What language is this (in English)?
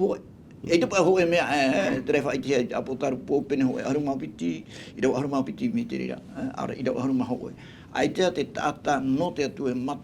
Tahitian